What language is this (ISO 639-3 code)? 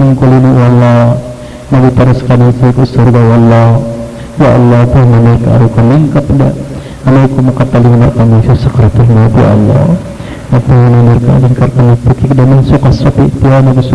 mrw